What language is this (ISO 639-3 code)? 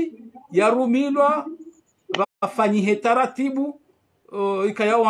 swa